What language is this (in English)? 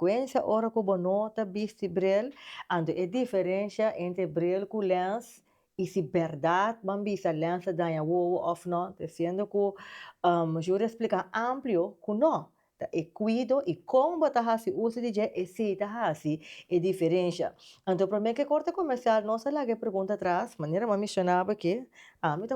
Papiamento